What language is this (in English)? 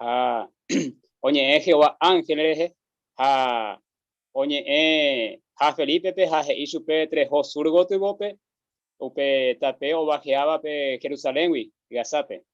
Guarani